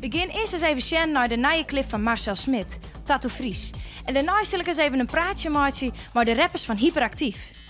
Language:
Western Frisian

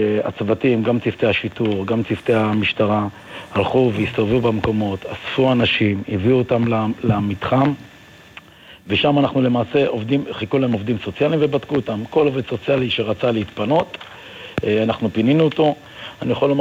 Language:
Hebrew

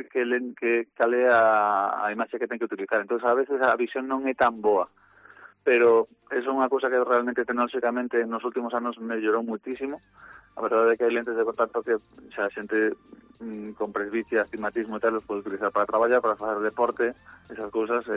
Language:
Galician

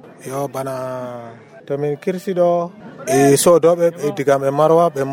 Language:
Nigerian Fulfulde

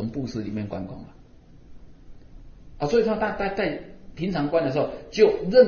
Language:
Chinese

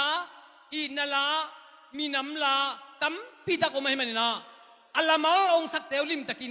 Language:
Tedim Chin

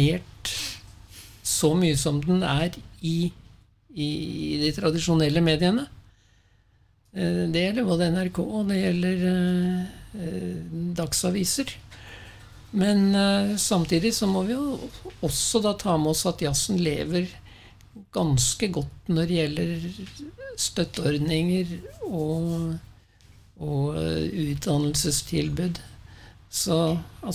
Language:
Norwegian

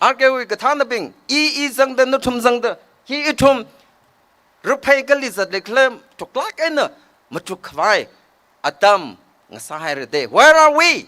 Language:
Tangkhul Naga (India)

